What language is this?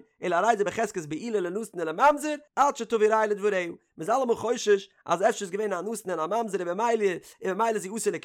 Yiddish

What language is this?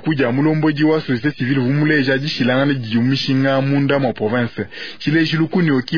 Luba-Lulua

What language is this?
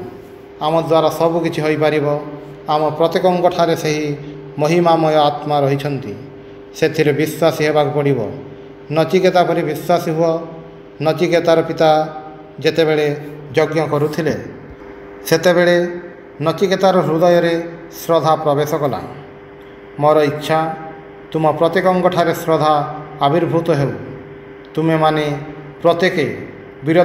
Odia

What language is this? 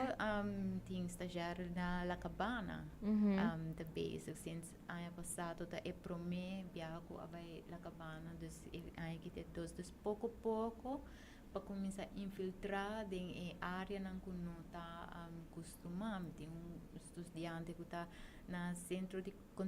Papiamento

